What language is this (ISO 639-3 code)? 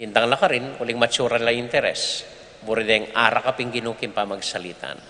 pam